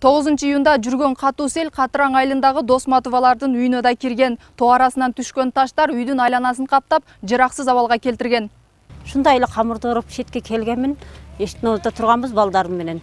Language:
Kyrgyz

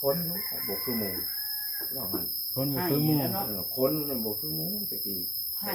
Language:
Northeastern Thai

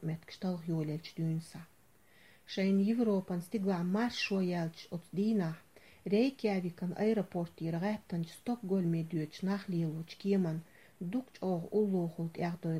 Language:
Chechen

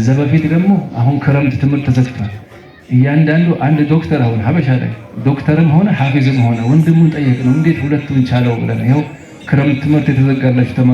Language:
Amharic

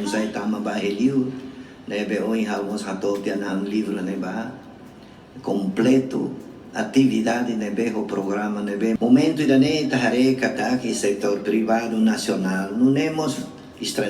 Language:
Tetum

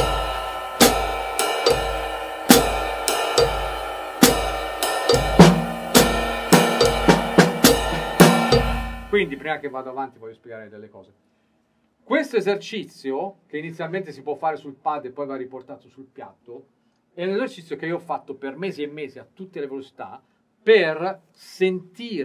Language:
Italian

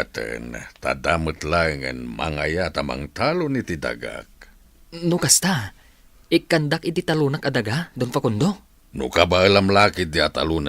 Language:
Iloko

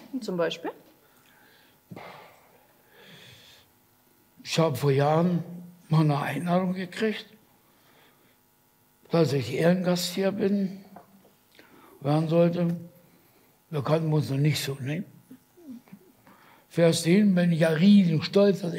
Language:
German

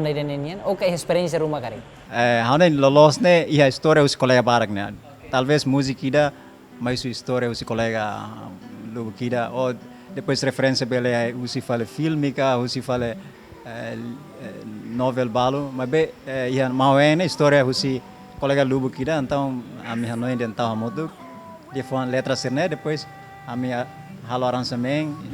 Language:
Tetum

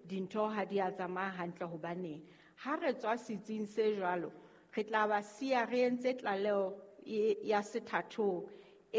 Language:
Southern Sotho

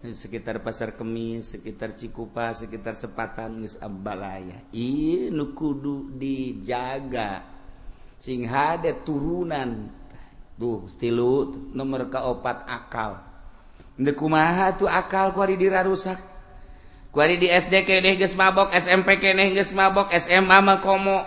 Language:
Sundanese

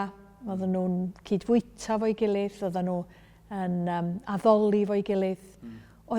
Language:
Welsh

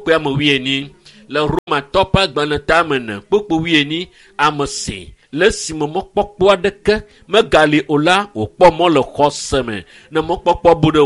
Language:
Ewe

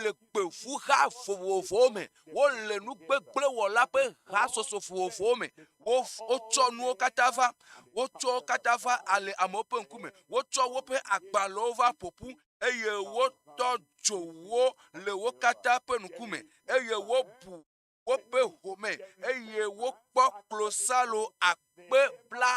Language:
Ewe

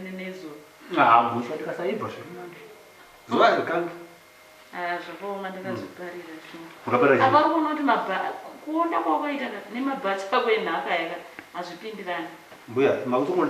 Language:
Shona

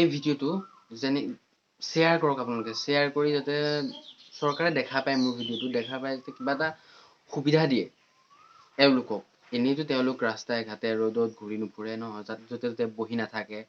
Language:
Assamese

